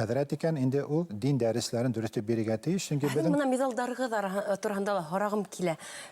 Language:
Bashkir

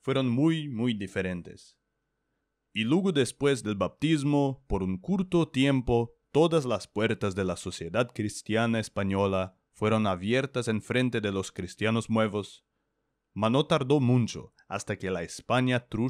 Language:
Ladino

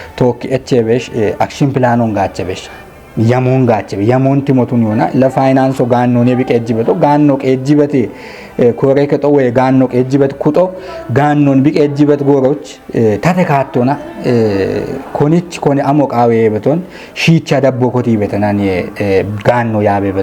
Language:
Kafa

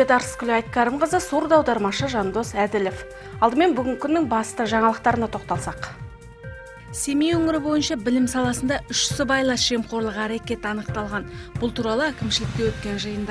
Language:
Kazakh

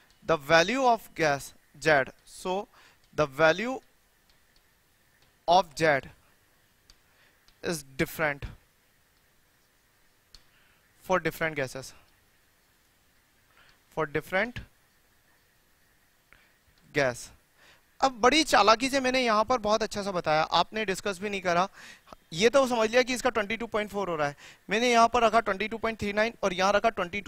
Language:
Hindi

